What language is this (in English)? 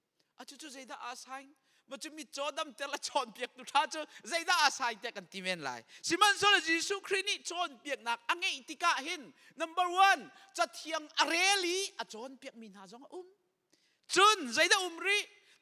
Hakha Chin